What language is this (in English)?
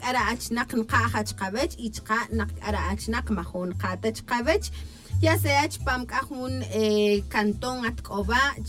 Tz'utujil